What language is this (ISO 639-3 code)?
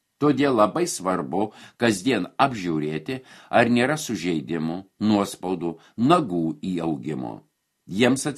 lit